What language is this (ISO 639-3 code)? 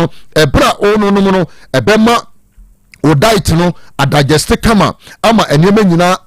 aka